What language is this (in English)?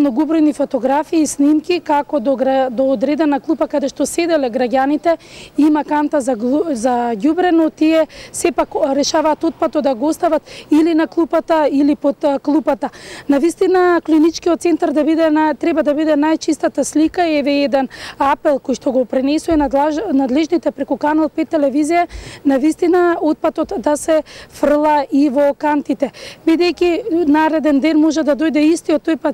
Macedonian